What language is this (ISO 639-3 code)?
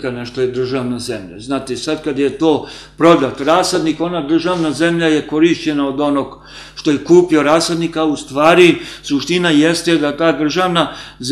srp